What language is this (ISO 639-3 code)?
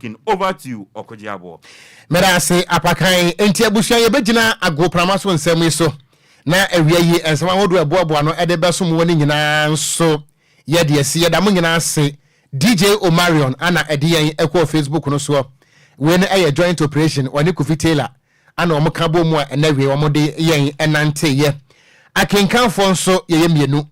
aka